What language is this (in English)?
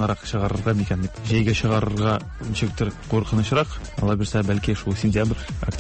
Tatar